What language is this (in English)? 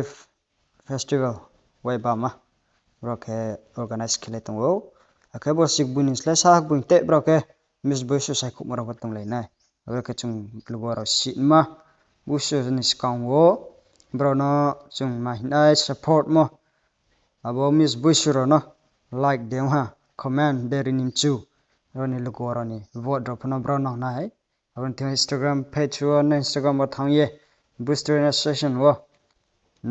Riang (India)